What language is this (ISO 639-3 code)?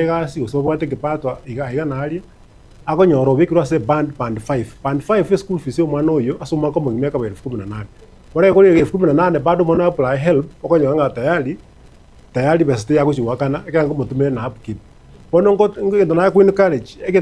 guz